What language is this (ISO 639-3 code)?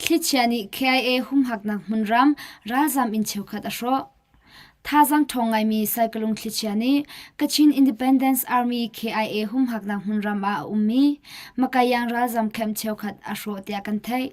cnh